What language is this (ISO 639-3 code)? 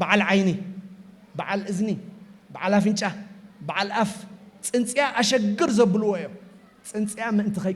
tir